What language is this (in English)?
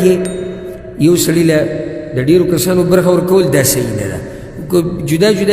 Pashto